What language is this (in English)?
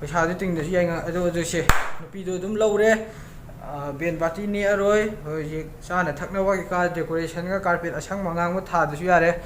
Manipuri